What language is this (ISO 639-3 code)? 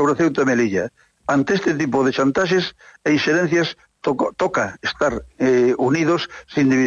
glg